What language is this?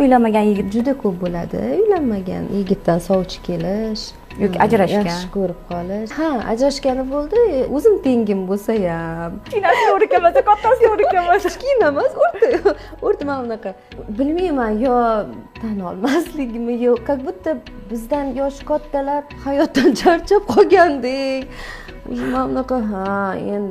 Uzbek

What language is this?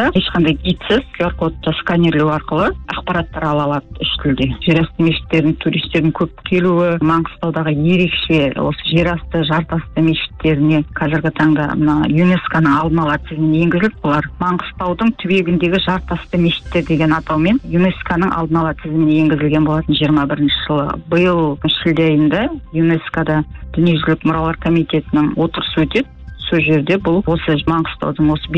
Kazakh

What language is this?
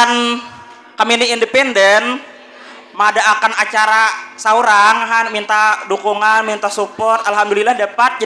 Banjar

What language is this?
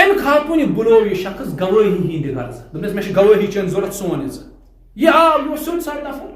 Kashmiri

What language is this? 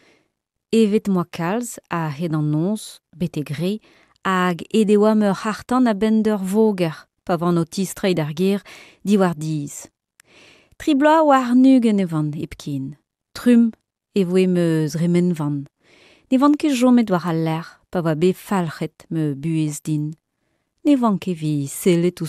Breton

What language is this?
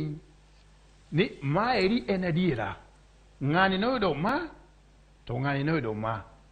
Luo (Kenya and Tanzania)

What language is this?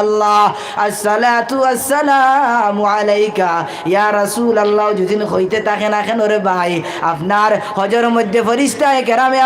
Sylheti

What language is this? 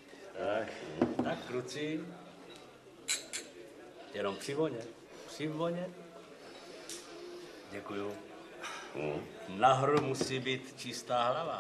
Czech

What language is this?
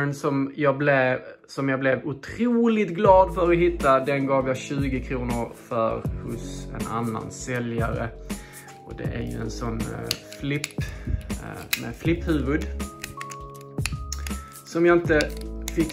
Swedish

